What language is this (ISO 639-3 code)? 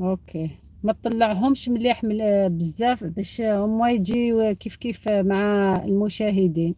arq